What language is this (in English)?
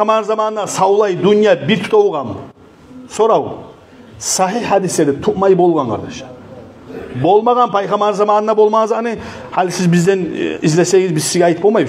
Kumyk